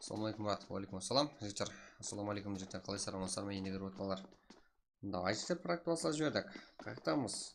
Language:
Kara-Kalpak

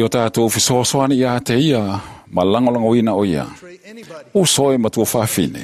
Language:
Samoan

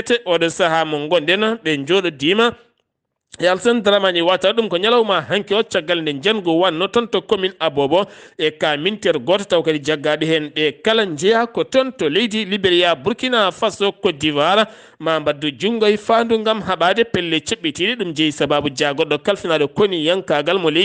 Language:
Fula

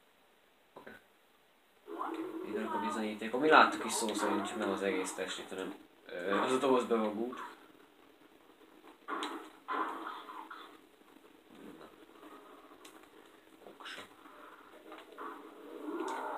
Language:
Hungarian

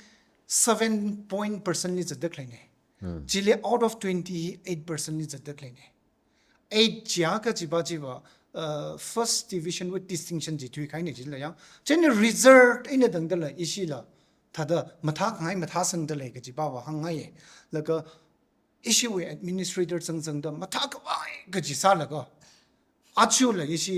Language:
Tangkhul Naga (India)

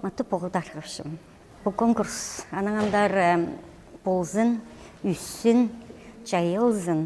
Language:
Khakas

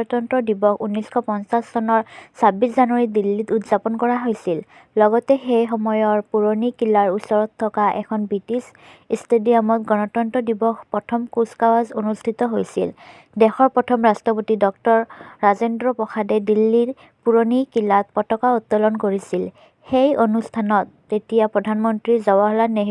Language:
Assamese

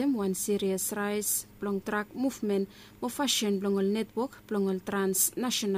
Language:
Bislama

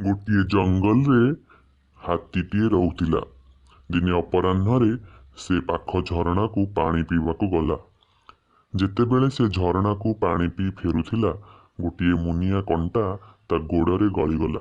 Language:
Odia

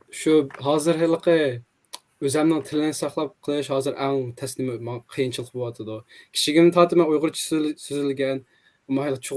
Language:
Uyghur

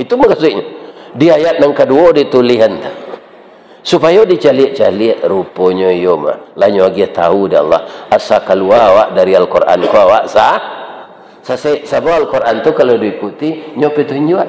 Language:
Minangkabau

